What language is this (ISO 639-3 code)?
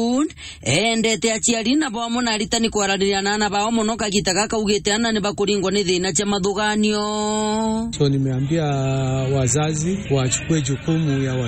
mer